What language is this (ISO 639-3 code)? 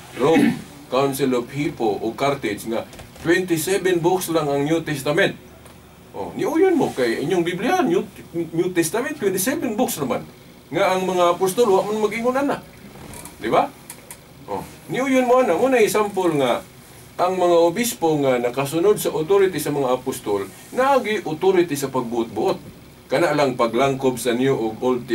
ceb